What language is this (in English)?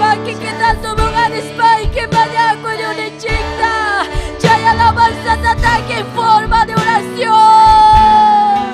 Ayacucho Quechua